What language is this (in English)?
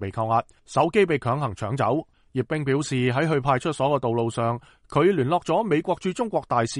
Cantonese